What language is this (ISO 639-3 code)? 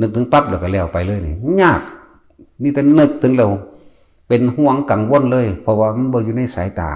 lao